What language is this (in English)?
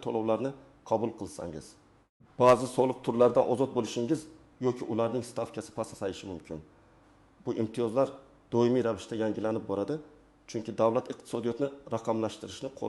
Uzbek